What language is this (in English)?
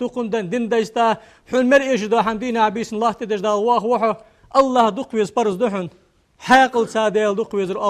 Ingush